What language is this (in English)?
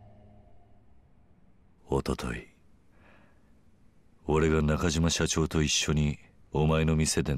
Japanese